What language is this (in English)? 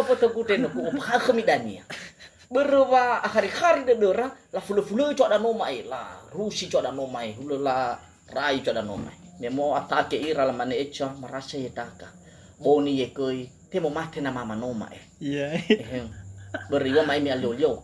Nias